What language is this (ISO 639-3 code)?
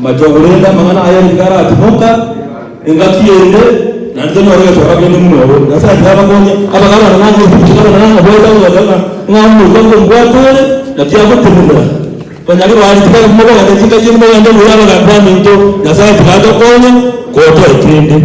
guz